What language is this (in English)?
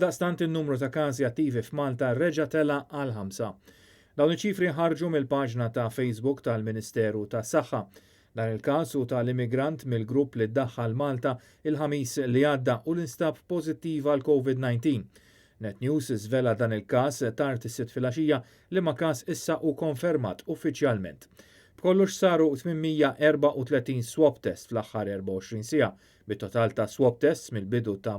Maltese